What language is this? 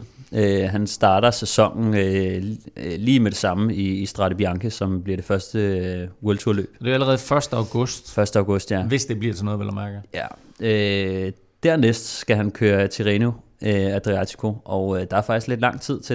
Danish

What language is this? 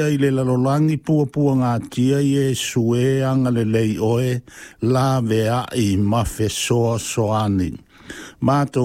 Samoan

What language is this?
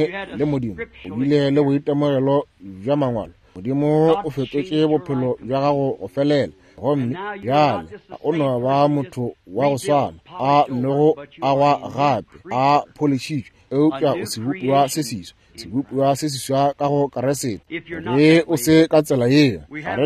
Northern Sotho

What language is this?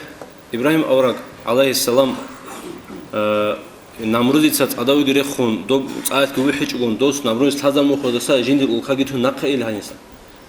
Avaric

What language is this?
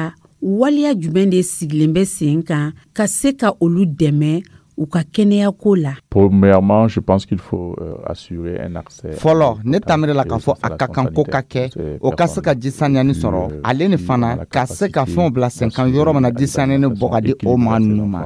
Dyula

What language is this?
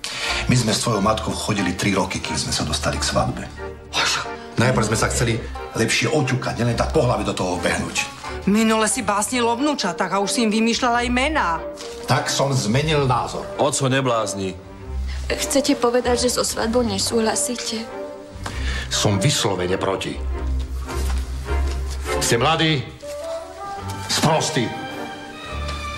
Slovak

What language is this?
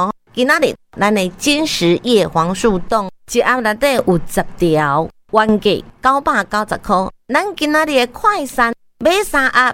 Min Nan Chinese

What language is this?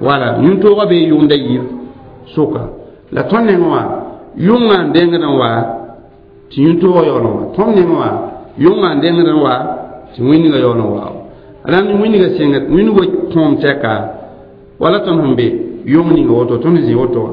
Mossi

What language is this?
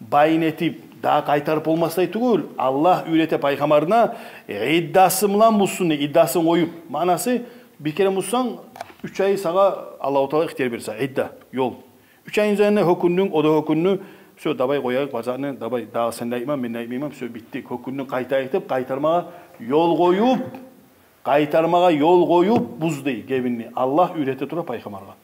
Kumyk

